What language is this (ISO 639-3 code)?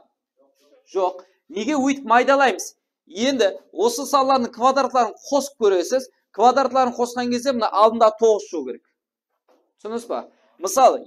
kaa